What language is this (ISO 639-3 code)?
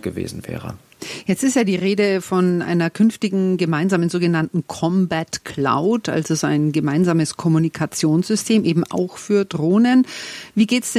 deu